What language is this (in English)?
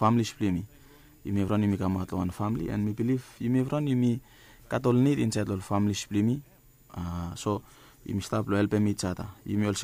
Bislama